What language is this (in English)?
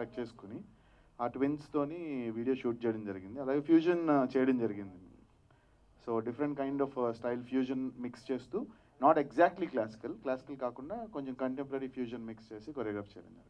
Telugu